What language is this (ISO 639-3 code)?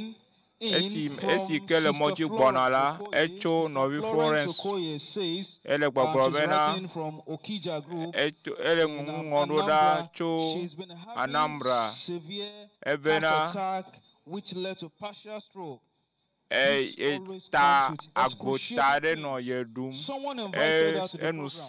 ewe